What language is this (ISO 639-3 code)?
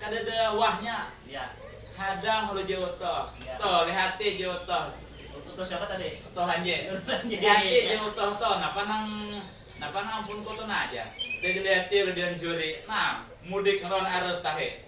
bjn